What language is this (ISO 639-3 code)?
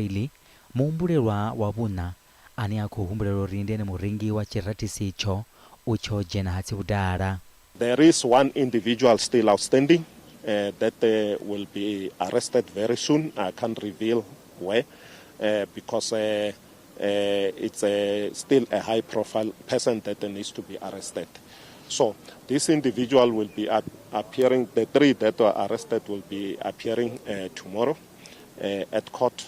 ven